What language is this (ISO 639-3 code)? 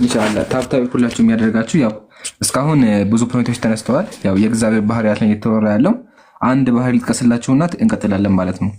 amh